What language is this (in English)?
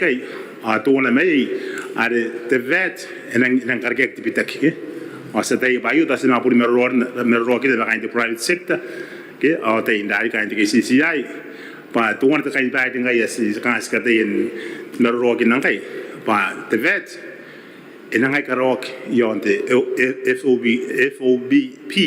Gilbertese